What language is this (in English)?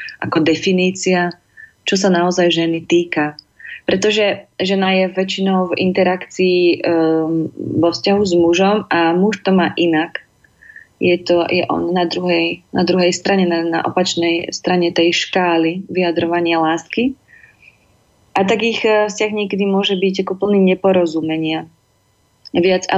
Slovak